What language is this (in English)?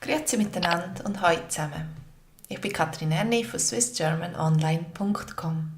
Swiss German